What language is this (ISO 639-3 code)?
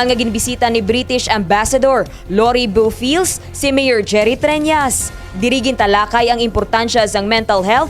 hil